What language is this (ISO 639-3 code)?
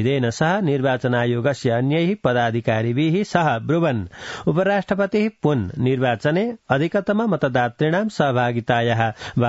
san